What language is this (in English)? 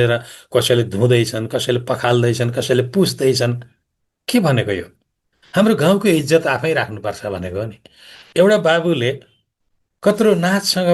Nepali